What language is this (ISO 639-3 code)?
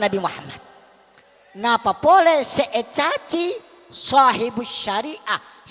mad